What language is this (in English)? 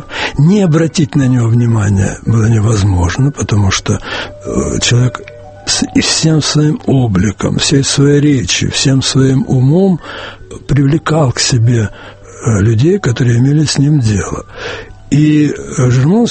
Russian